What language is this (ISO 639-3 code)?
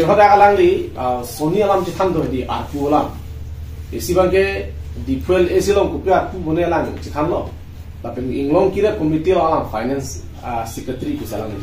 mjw